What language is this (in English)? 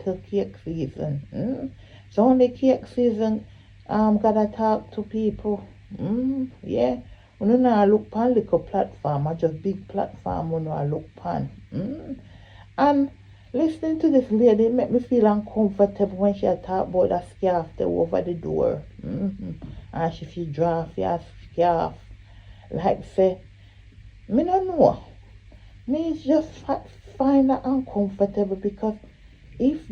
Jamaican Creole English